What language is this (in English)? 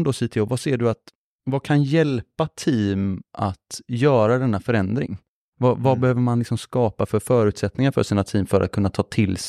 Swedish